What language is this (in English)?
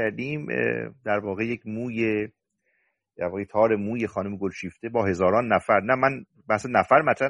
Persian